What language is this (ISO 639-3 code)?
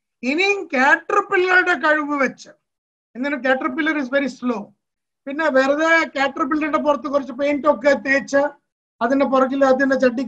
mal